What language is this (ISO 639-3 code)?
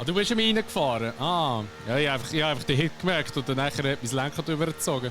gsw